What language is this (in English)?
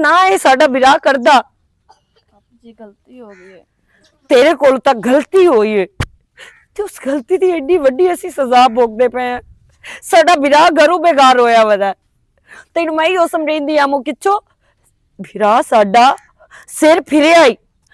Western Panjabi